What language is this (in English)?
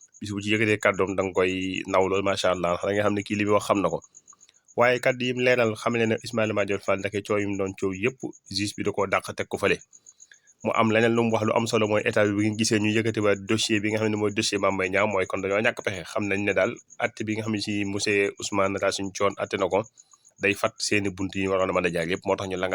Wolof